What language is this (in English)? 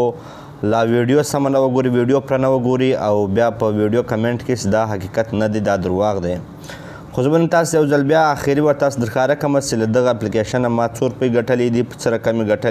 Pashto